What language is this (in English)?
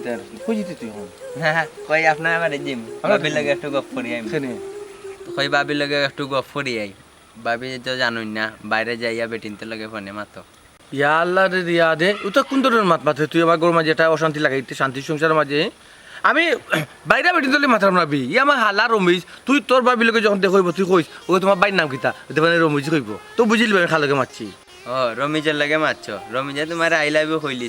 Sylheti